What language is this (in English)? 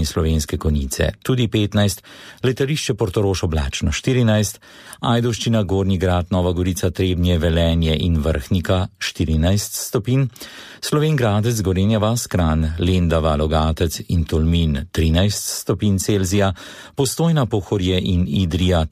Slovenian